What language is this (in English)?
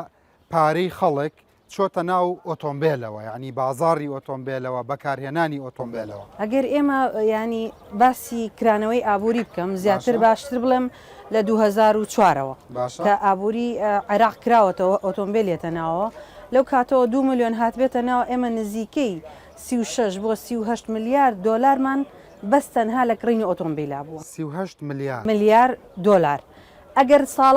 Central Kurdish